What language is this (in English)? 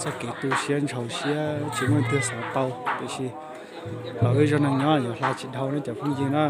Hmong